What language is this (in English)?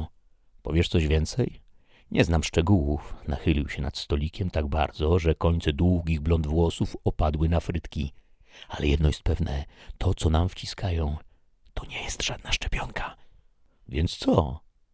Polish